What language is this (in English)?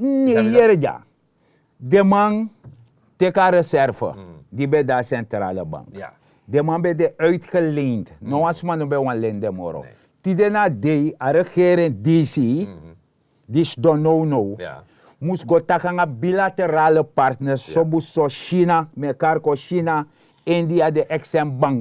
Sranan Tongo